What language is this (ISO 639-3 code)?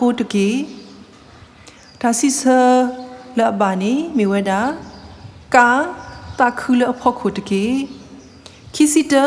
ksw